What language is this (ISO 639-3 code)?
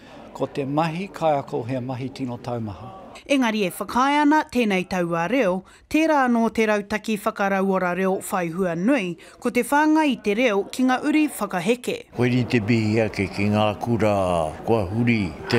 mri